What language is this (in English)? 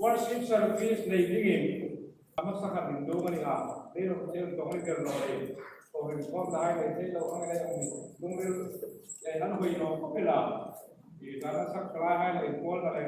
Hmar